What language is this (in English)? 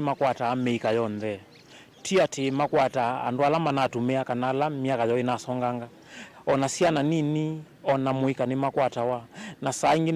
Kamba